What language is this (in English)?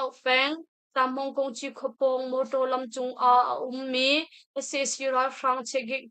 Hakha Chin